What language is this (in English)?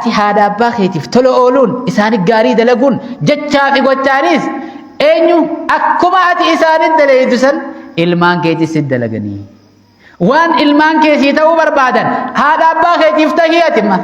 Oromo